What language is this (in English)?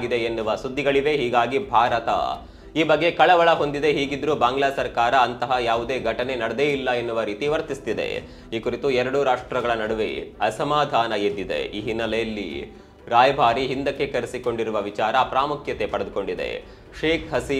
Kannada